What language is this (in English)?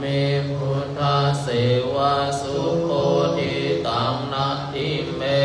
Pali